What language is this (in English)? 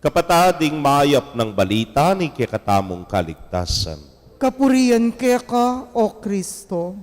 Pampanga